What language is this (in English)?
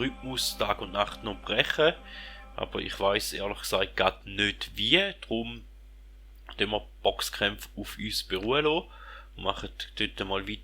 Swiss German